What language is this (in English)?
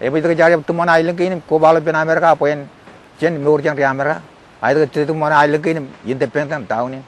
Marshallese